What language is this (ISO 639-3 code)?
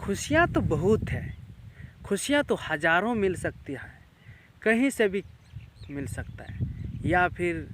sat